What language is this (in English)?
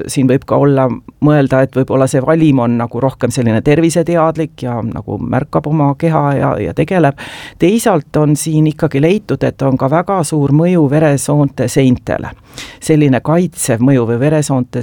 Estonian